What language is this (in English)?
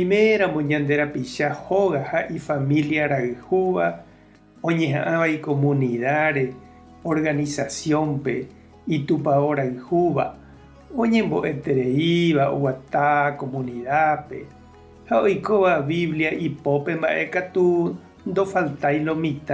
Guarani